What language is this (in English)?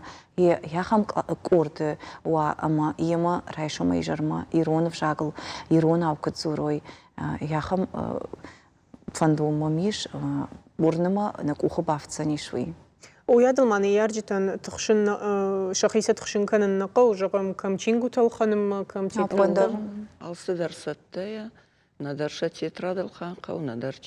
Ossetic